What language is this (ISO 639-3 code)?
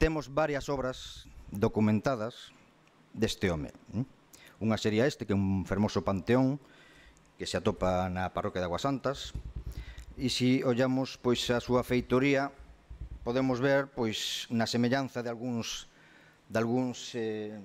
glg